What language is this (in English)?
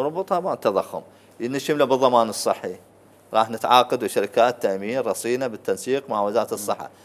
Mesopotamian Arabic